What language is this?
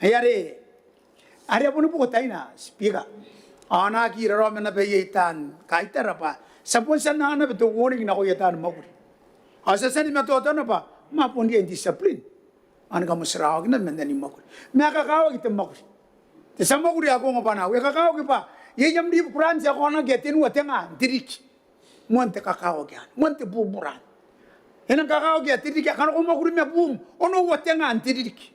Gilbertese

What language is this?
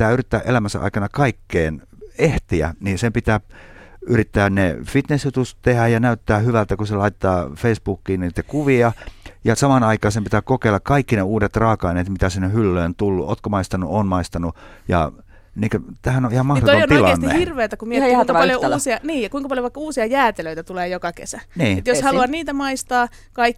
Finnish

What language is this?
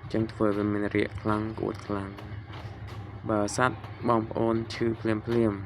Khmer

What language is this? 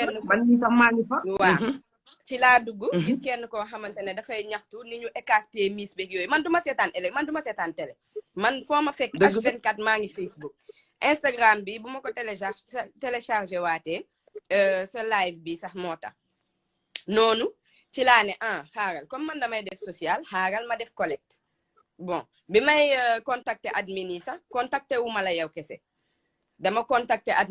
Wolof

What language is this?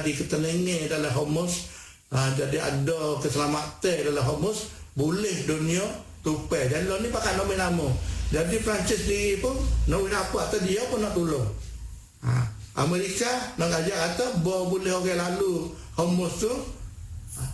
Malay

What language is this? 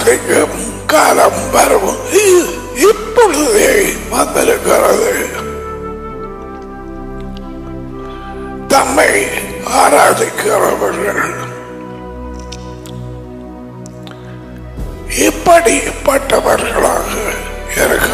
Tamil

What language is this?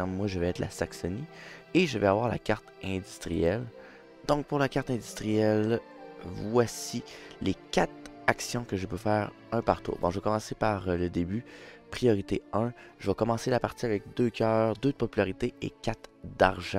French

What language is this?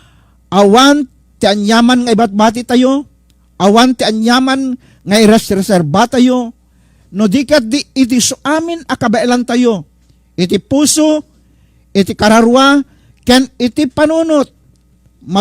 Iloko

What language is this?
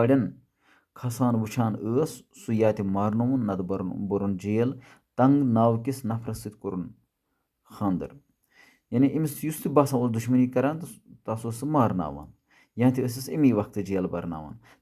Kashmiri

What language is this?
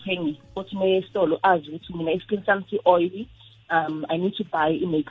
South Ndebele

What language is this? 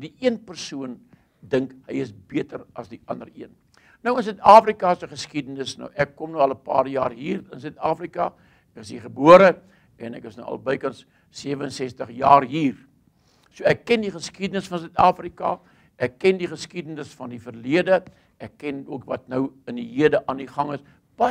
Afrikaans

